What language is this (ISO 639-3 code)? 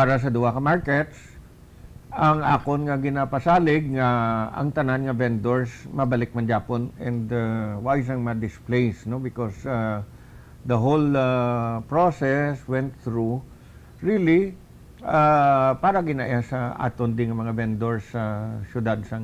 hil